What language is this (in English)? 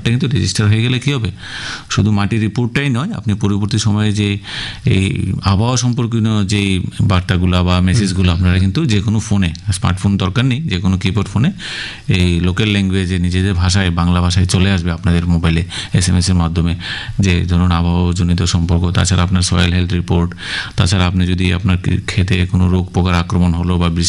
Bangla